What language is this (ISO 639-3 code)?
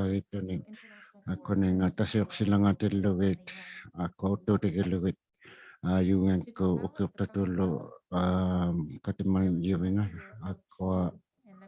iku